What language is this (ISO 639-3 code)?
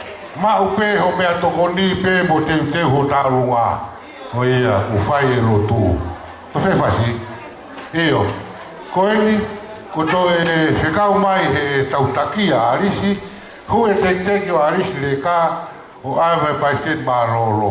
ton